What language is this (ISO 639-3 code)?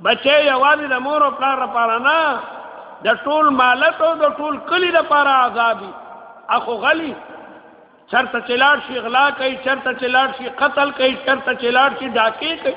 pus